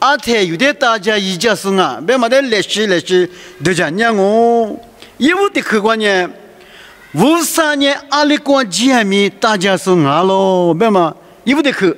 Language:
Lisu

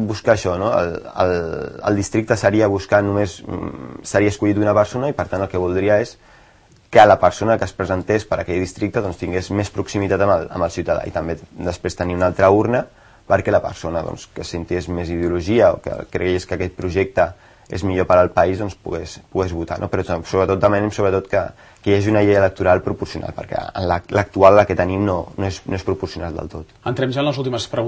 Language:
Catalan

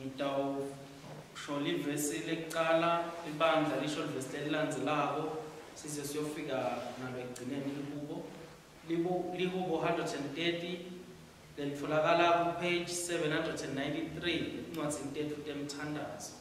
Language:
Swati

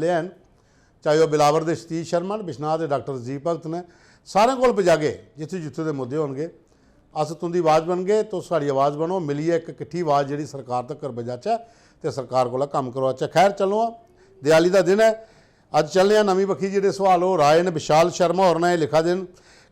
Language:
Dogri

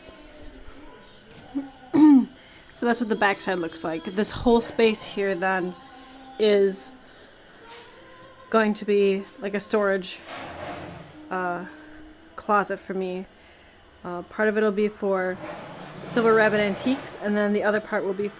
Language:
English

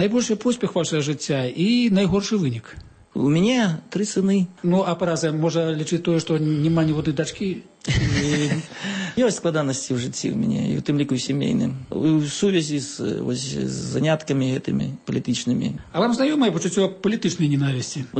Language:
Belarusian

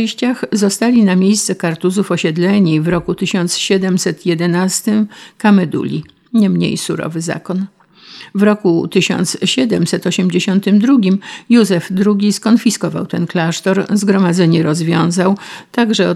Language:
Polish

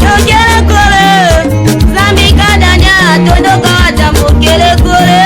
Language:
Tetela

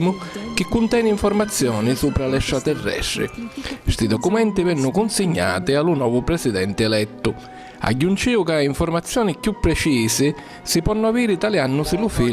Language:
Sicilian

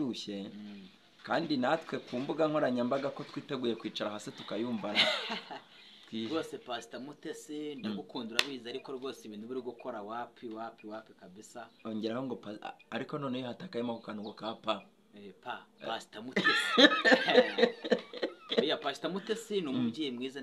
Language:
Kinyarwanda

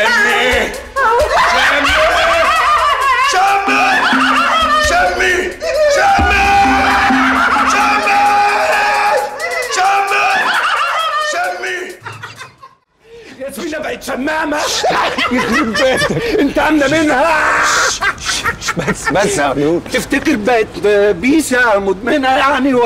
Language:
Egyptian Arabic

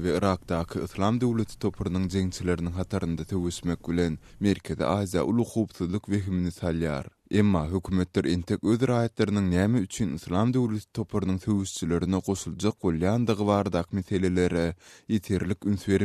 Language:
Turkmen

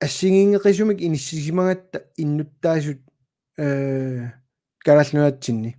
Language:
Kalaallisut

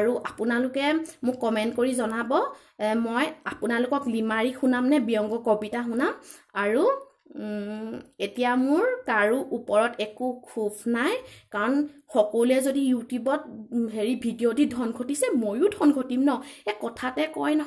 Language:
Assamese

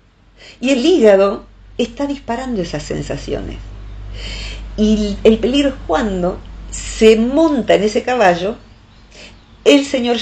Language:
Spanish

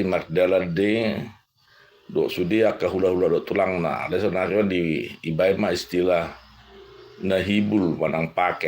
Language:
Batak Toba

